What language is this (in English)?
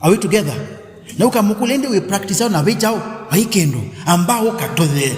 Kamba